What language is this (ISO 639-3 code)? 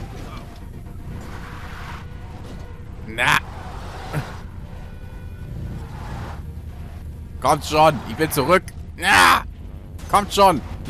deu